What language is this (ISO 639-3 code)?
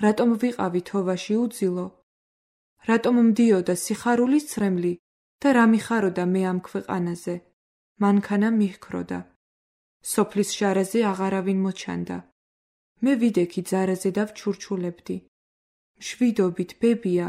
kat